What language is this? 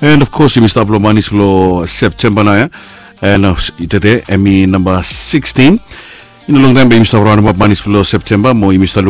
Bislama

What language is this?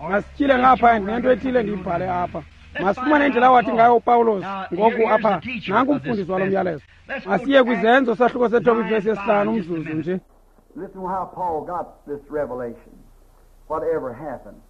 Xhosa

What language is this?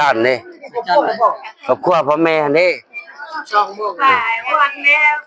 Northeastern Thai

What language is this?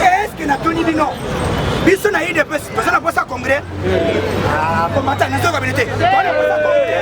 Lingala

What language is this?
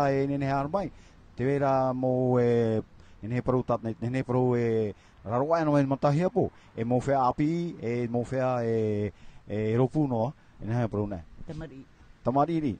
Tahitian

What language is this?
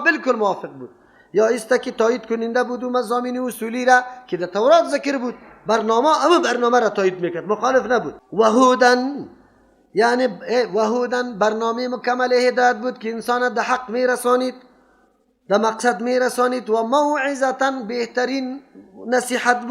Persian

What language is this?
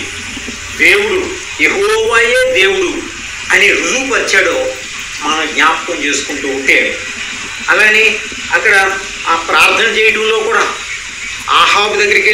Telugu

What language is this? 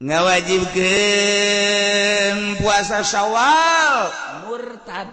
Sundanese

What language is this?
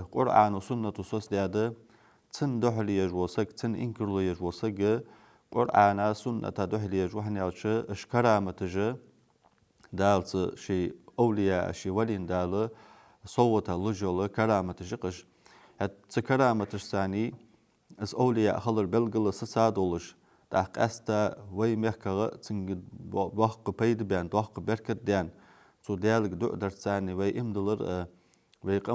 Ingush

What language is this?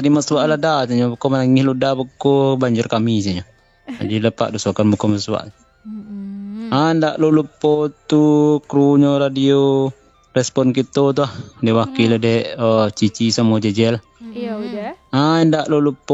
Minangkabau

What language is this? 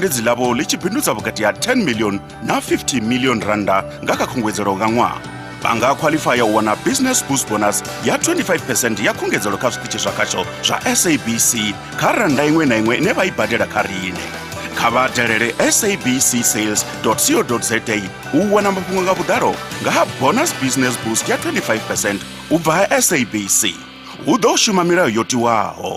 Venda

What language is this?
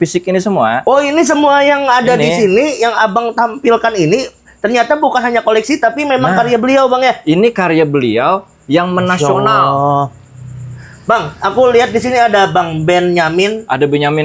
Banjar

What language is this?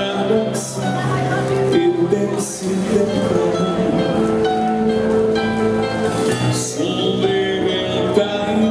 Finnish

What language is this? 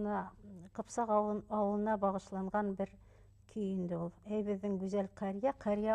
Bashkir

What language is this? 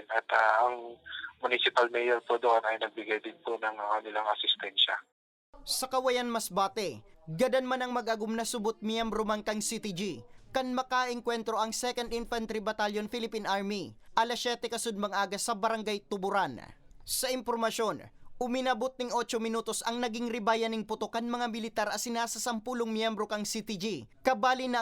Bikol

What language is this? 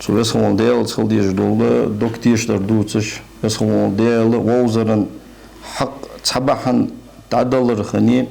Ingush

